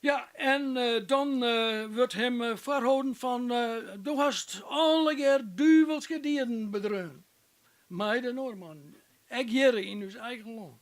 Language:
Western Frisian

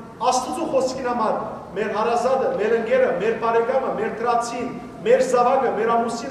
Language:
Western Armenian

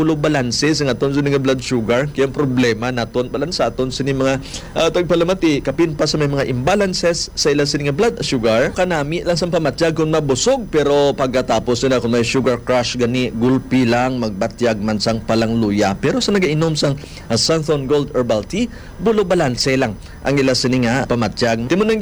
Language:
Hiligaynon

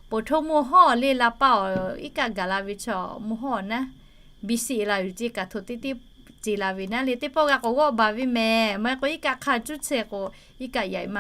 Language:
Lahu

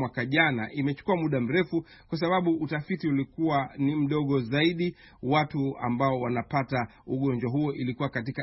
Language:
Swahili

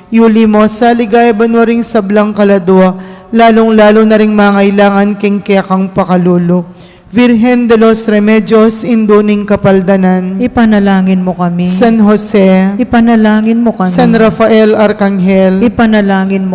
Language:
Pampanga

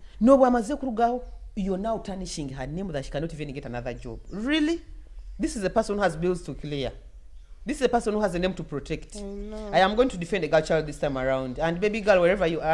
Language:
Nyoro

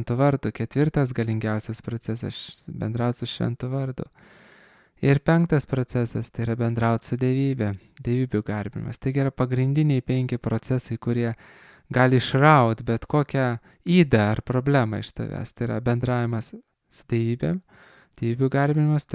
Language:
Lithuanian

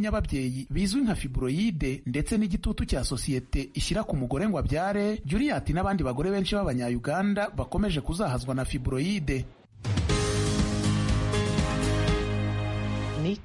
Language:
Kinyarwanda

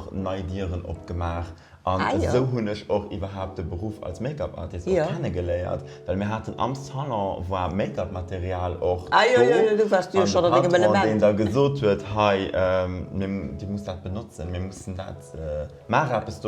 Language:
Luxembourgish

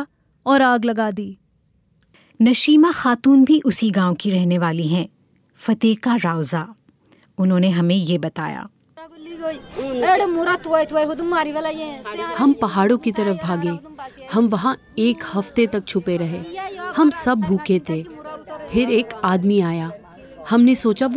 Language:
Hindi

